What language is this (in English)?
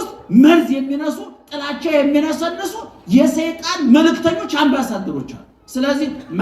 Amharic